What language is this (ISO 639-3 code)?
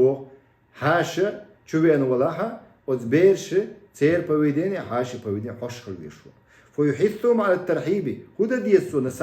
che